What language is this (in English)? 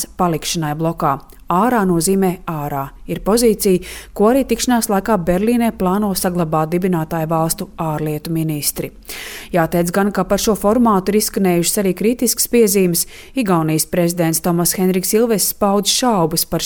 Latvian